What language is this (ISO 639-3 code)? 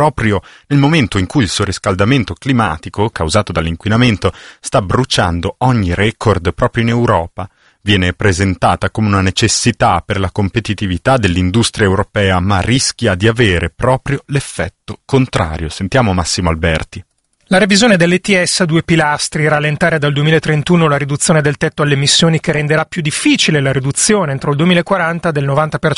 ita